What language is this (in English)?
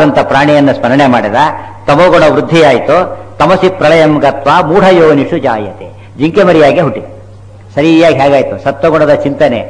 Kannada